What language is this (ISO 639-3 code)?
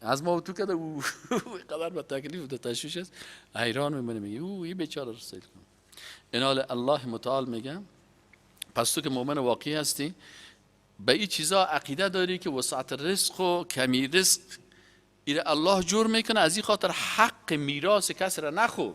fas